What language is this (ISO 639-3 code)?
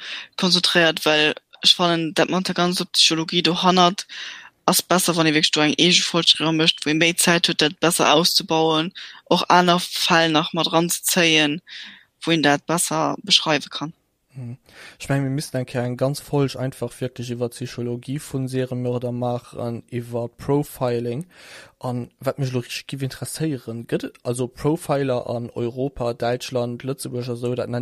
ltz